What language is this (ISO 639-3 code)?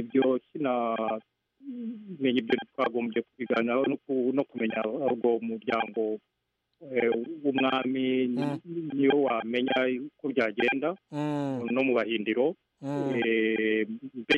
kin